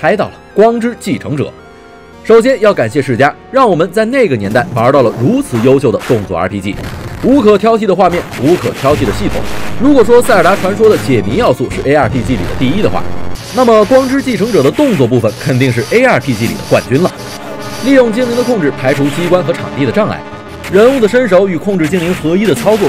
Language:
Chinese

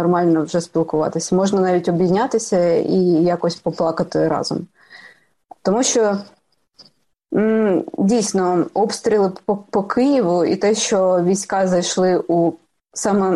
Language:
Ukrainian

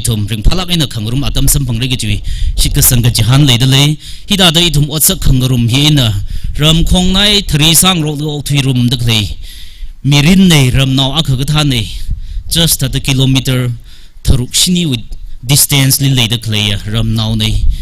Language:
Tangkhul Naga (India)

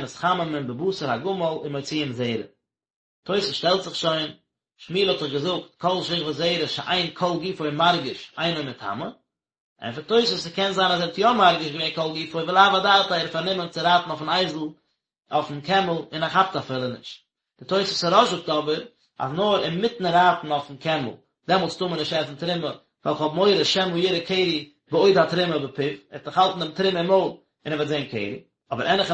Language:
Yiddish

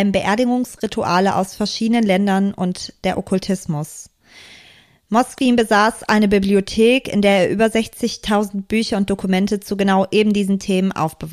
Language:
German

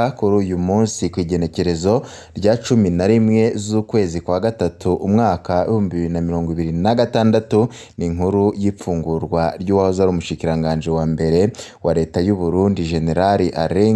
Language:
Rundi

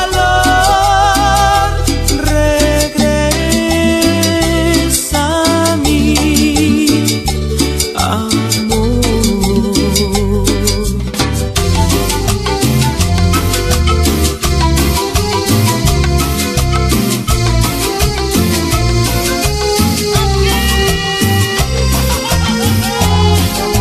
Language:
Spanish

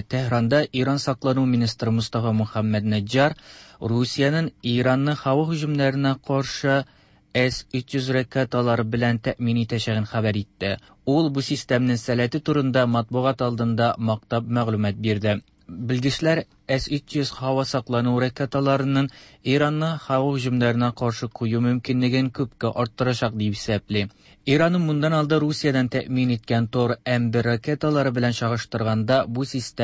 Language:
Tatar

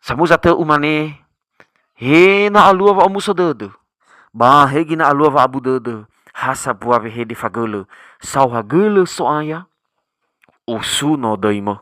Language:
Nias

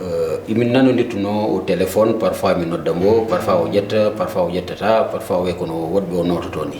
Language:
Fula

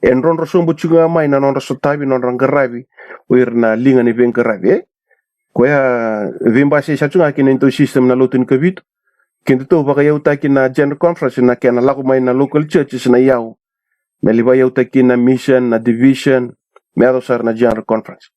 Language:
Fijian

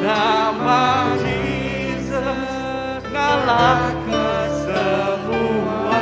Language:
Iban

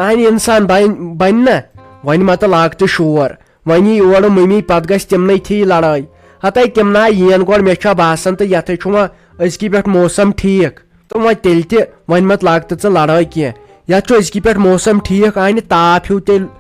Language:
Kashmiri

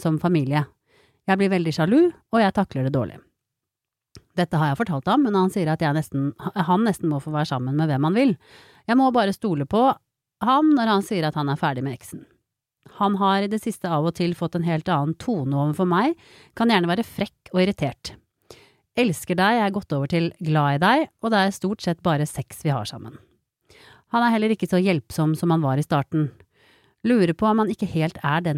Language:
Norwegian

